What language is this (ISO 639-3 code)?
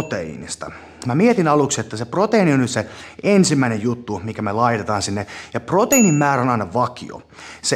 fin